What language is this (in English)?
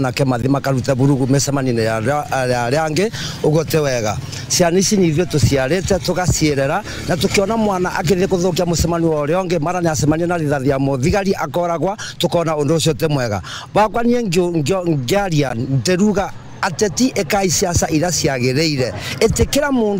Kikuyu